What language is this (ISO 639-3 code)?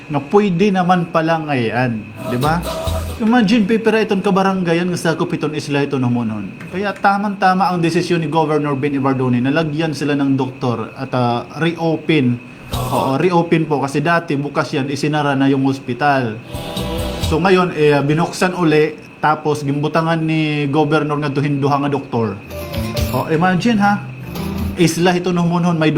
war